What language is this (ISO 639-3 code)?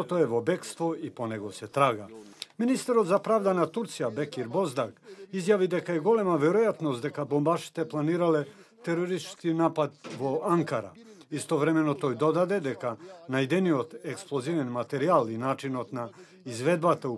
mkd